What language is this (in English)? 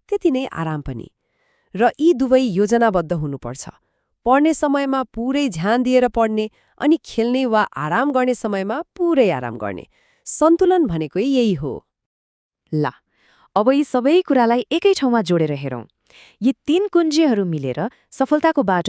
Nepali